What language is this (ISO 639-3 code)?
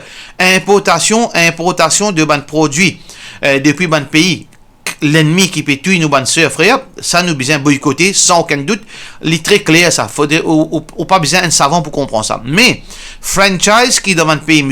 mfe